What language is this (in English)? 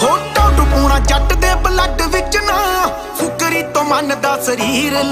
Punjabi